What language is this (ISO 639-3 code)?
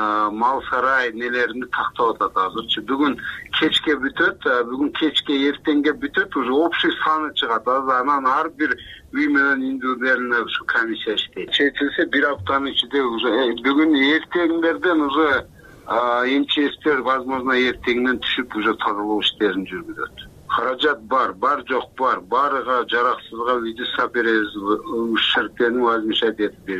kir